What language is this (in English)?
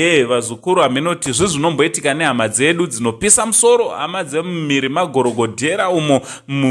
Shona